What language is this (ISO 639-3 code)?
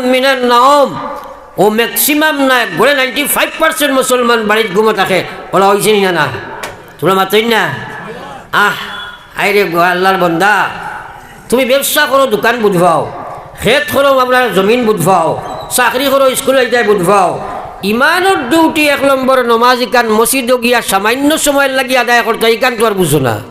syl